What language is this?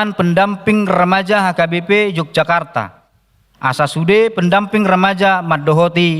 Batak Toba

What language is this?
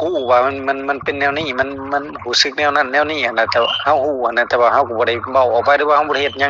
Lao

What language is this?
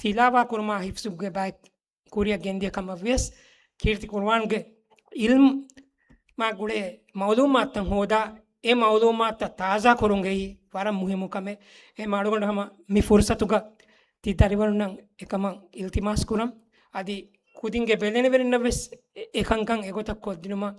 Divehi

